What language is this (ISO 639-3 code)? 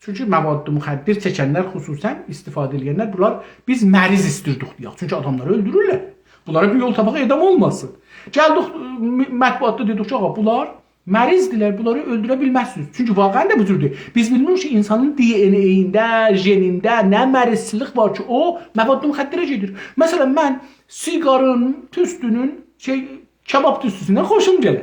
azb